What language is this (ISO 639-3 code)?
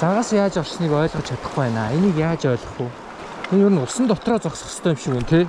mon